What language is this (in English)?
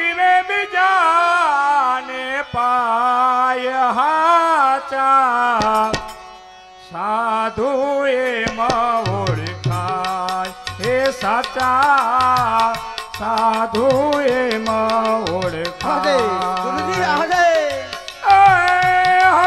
Gujarati